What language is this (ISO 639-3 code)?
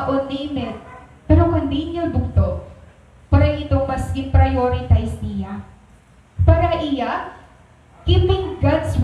war